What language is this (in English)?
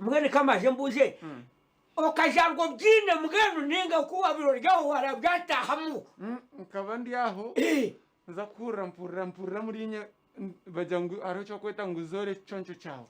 Nyankole